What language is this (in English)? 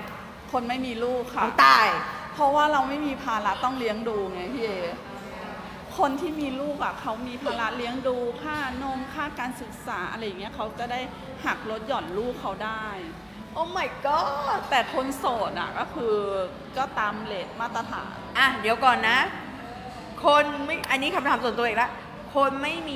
Thai